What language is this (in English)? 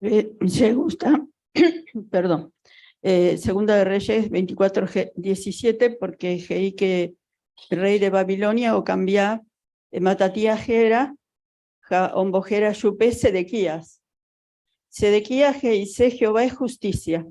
Guarani